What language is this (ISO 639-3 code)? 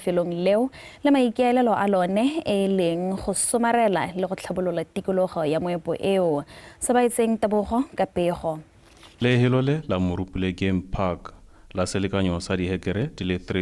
tsn